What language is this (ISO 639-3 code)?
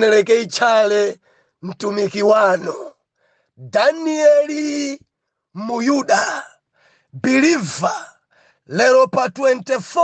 nya